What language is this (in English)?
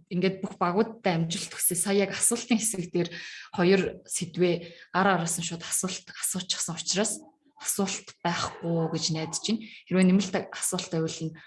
Mongolian